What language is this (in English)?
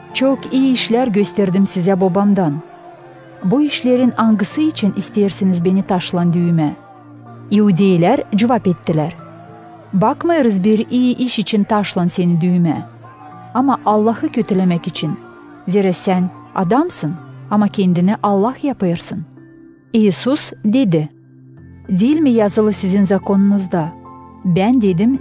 Gagauz